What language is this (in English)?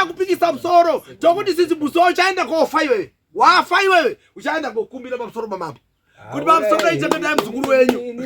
Shona